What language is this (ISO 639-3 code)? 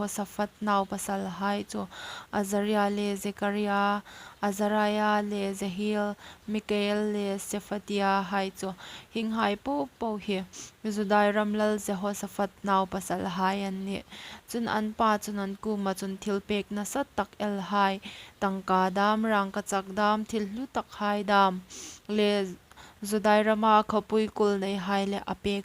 hmr